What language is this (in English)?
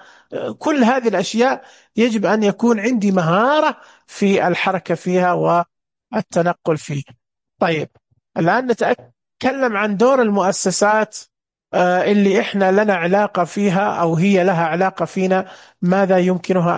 Najdi Arabic